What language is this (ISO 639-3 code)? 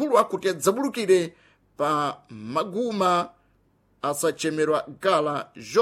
seh